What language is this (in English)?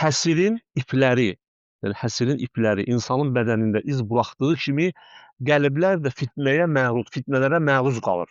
Azerbaijani